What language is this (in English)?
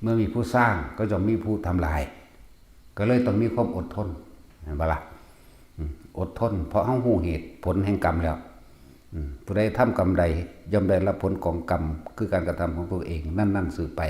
Northeastern Thai